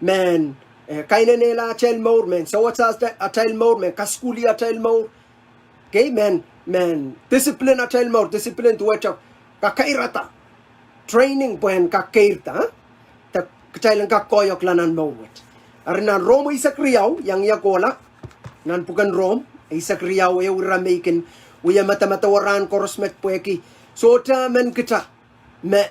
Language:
Pohnpeian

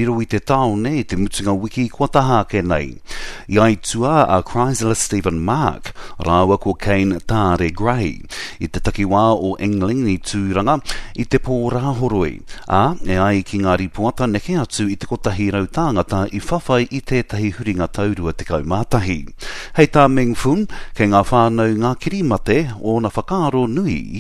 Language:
Māori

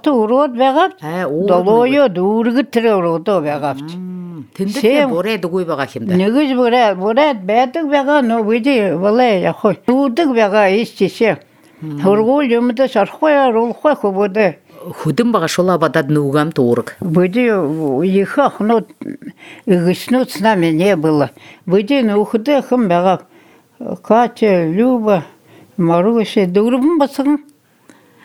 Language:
Buriat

